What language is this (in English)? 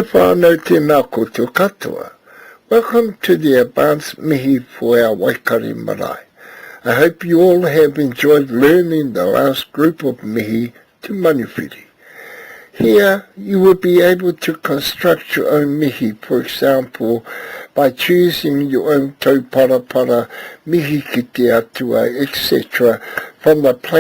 Māori